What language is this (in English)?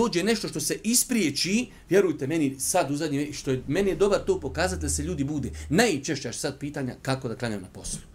Bosnian